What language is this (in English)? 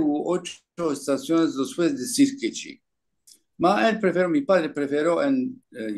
Ladino